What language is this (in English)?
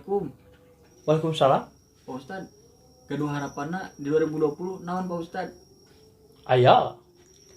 Sundanese